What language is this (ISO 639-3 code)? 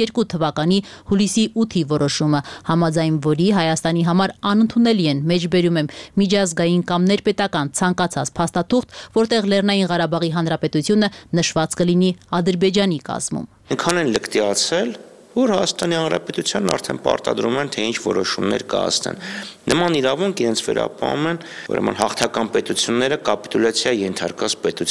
hye